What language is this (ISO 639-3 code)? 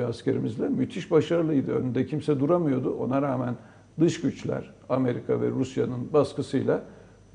tur